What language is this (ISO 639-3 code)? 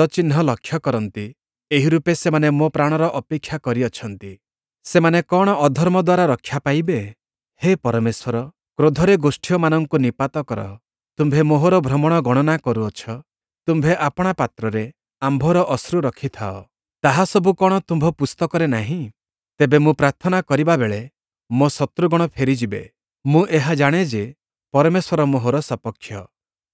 ori